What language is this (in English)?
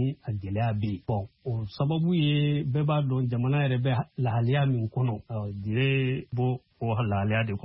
Bambara